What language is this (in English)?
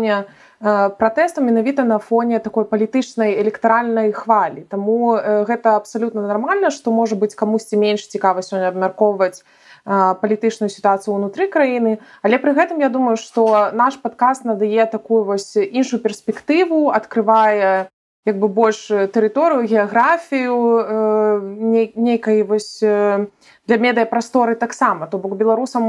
Belarusian